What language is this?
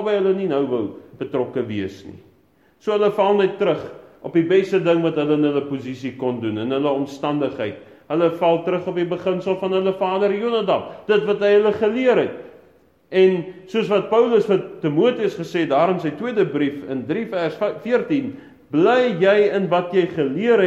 Afrikaans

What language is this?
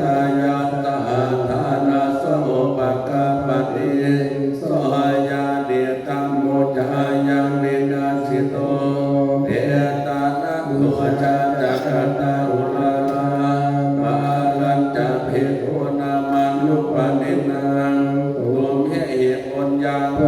Pali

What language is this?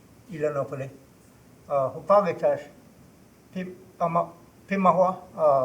Choctaw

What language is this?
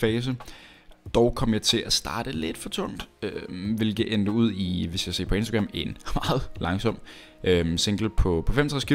Danish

